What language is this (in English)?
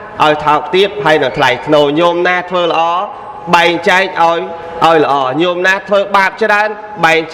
Khmer